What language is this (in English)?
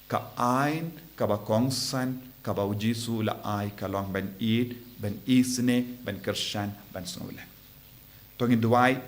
Khasi